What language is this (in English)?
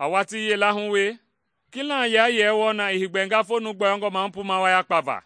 Mende